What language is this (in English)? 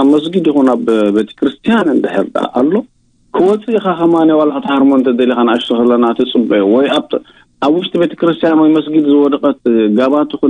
Tigrinya